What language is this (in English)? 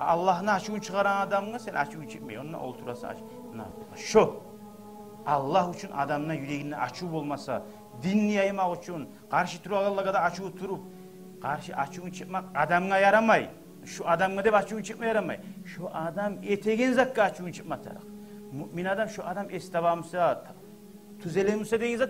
Kumyk